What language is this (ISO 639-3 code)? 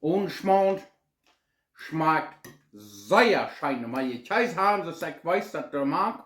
pdt